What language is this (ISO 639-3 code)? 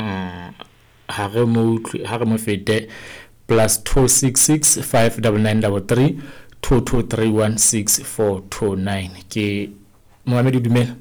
sot